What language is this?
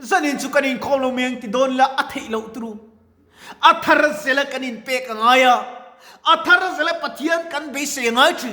Mizo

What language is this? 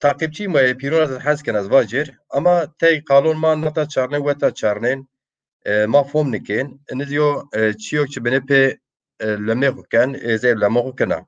Zaza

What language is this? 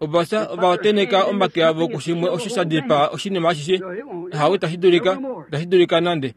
Kuanyama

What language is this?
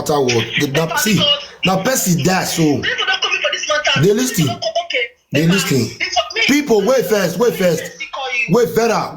Nigerian Pidgin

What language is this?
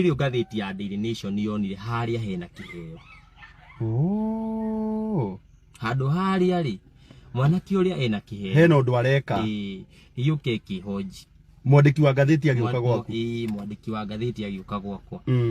Kikuyu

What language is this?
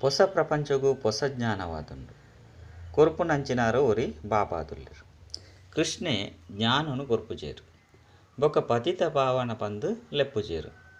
Tulu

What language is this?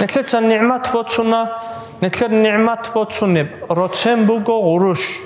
Avaric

